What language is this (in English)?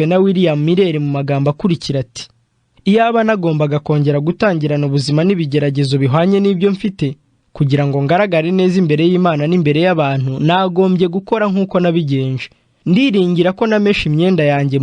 Kinyarwanda